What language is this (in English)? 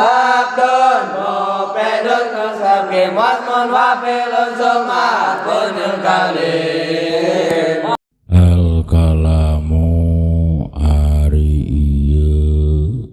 Sundanese